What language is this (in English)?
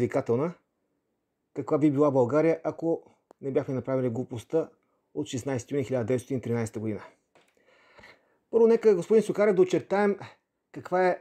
Bulgarian